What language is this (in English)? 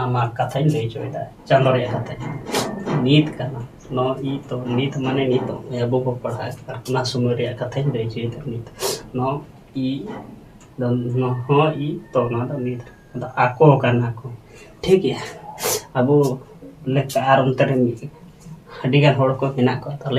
Santali